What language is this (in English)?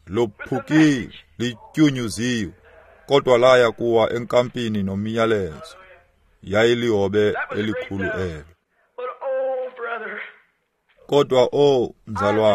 Xhosa